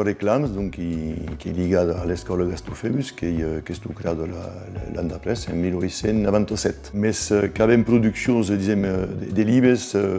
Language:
Occitan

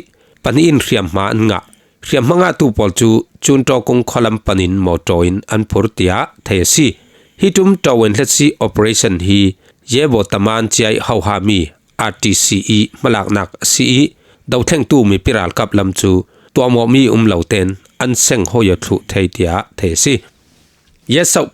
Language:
Falam Chin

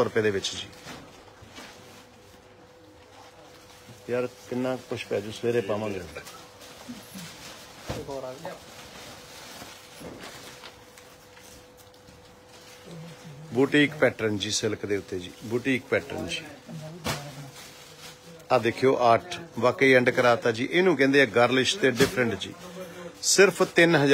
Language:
Punjabi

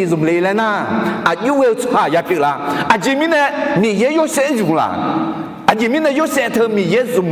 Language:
Akha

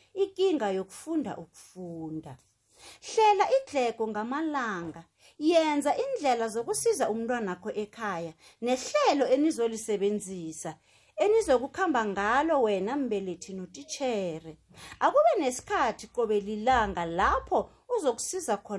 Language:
South Ndebele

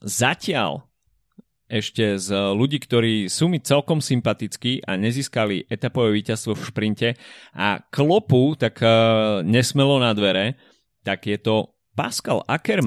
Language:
Slovak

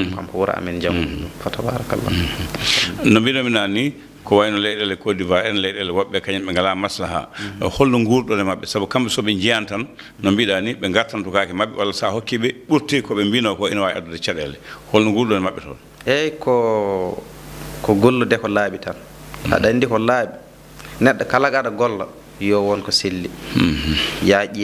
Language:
Fula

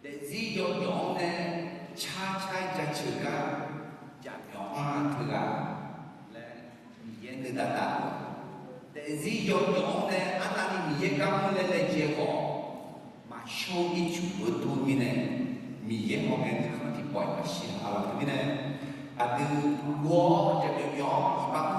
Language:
Akha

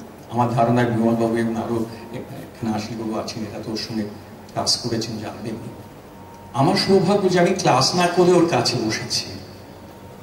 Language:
Bangla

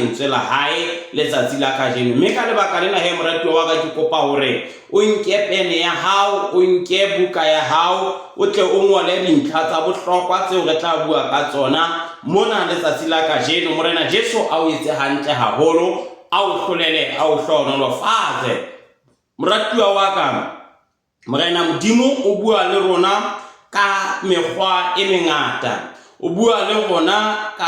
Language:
Southern Sotho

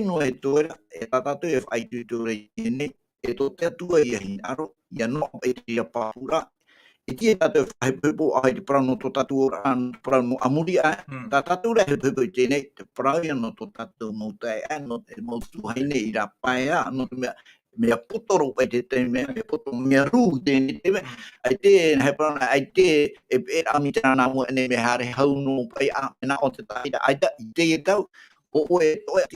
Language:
Tahitian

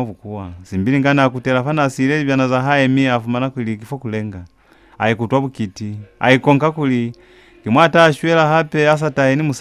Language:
Lozi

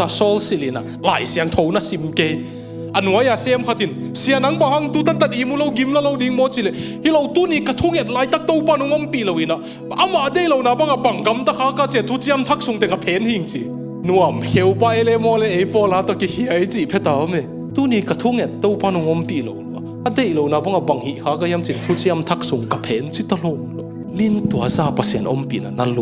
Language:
Tedim Chin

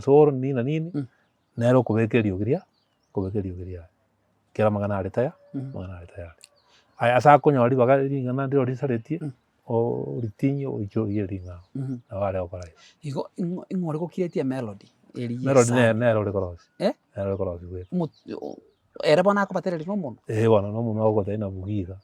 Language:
Gusii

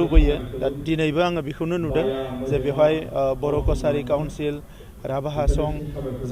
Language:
Bodo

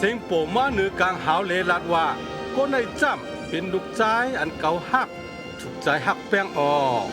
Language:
Shan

